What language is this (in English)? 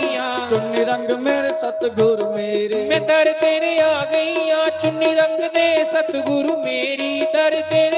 Dogri